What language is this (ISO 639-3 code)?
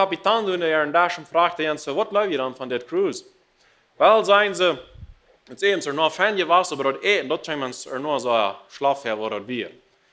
pdt